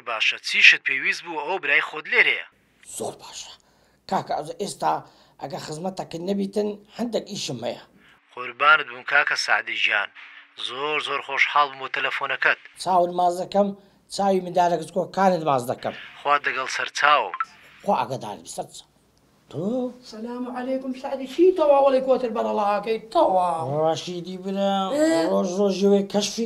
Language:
Central Kurdish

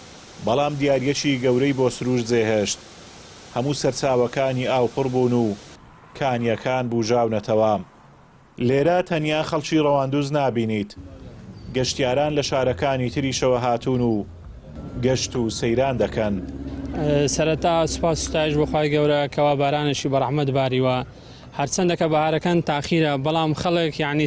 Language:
Central Kurdish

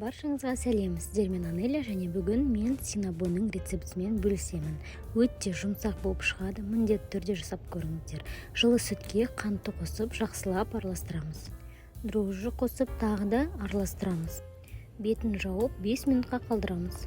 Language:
Kazakh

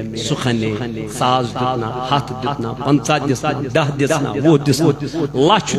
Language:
Kashmiri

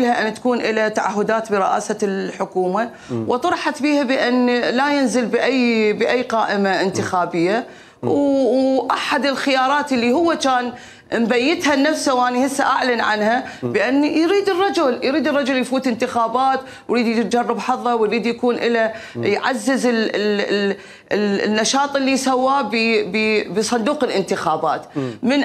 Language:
Mesopotamian Arabic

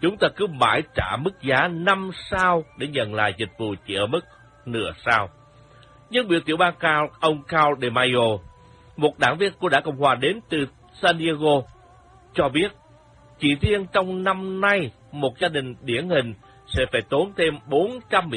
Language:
Vietnamese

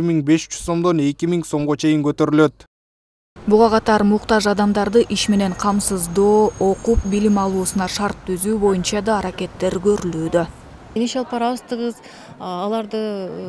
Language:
Kyrgyz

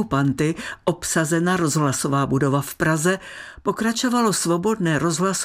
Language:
Czech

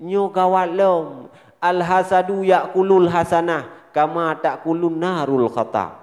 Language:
Achinese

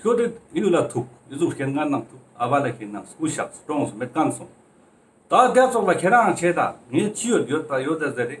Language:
Ladakhi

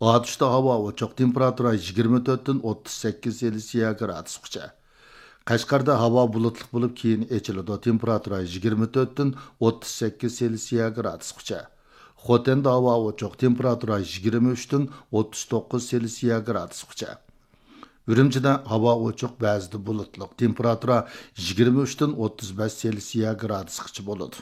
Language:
Uyghur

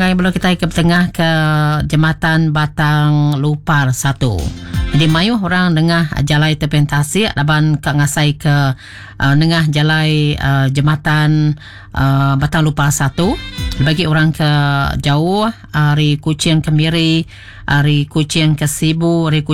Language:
Iban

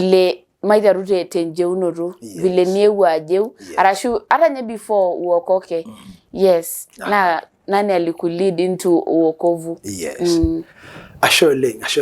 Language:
Masai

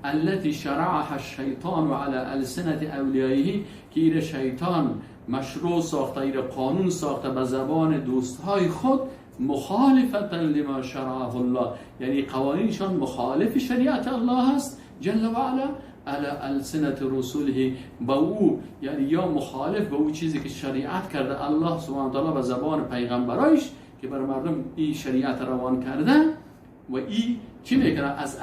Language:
Persian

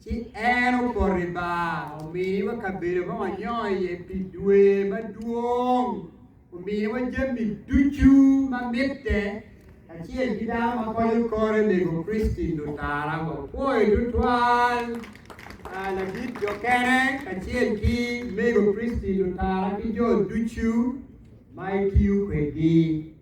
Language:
Acoli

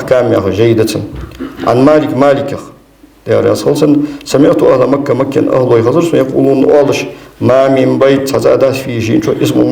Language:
Ingush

